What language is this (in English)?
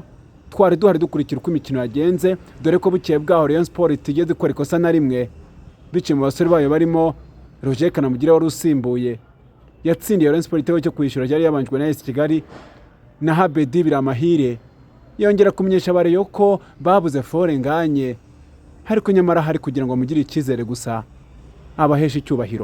Kinyarwanda